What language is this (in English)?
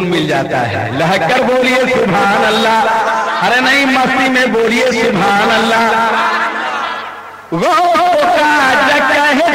Hindi